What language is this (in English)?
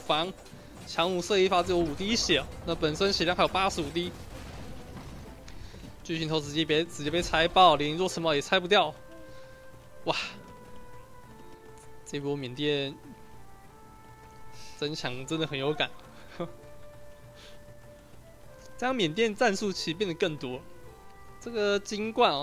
Chinese